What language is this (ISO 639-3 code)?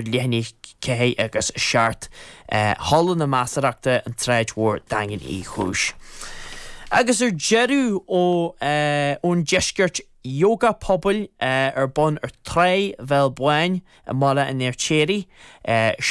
gle